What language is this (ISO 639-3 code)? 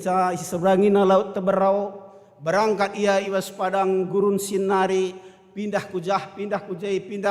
btx